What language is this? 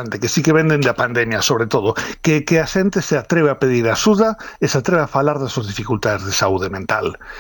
Galician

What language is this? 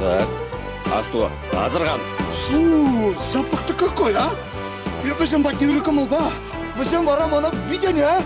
Chuvash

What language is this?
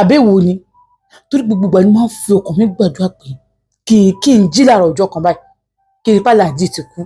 Yoruba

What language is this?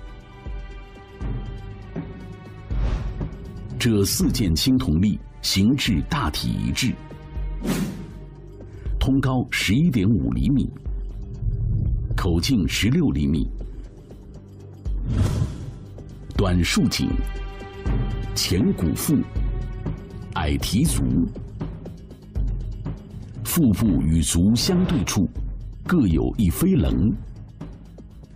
Chinese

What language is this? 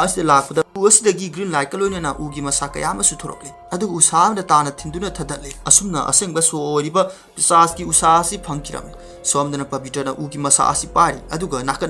Manipuri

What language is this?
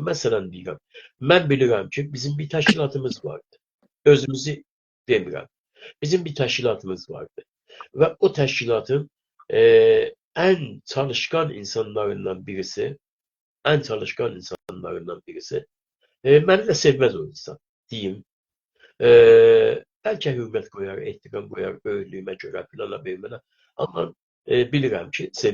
South Azerbaijani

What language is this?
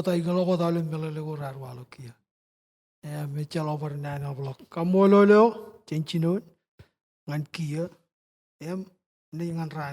Marshallese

